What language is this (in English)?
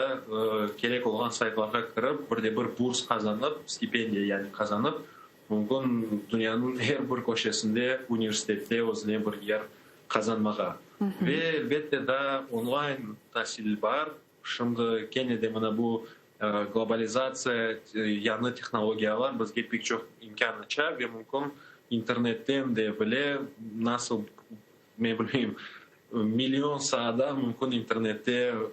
Crimean Tatar